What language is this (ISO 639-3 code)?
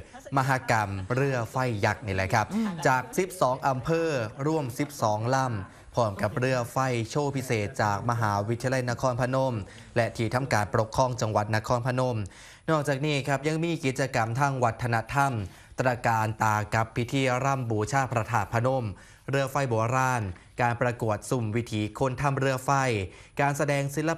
tha